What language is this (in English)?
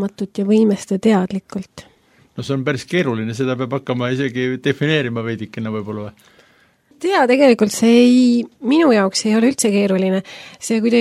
Estonian